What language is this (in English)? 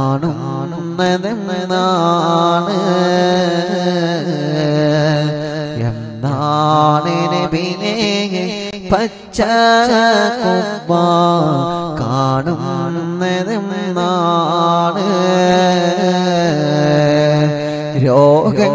Malayalam